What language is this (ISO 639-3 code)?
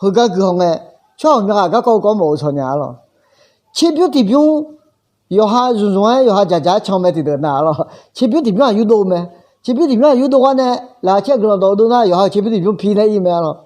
ahk